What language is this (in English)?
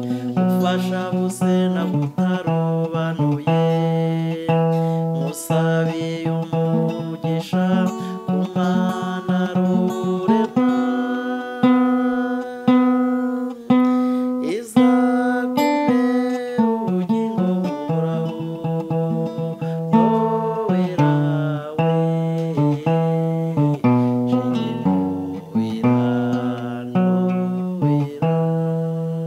Kinyarwanda